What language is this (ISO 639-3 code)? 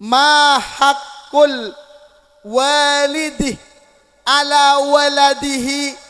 mad